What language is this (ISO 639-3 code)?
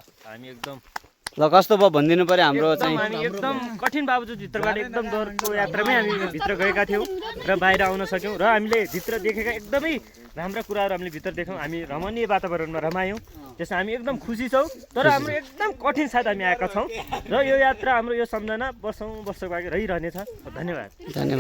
nep